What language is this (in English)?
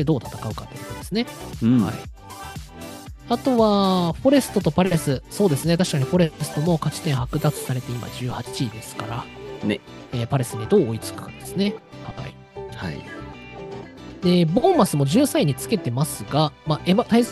Japanese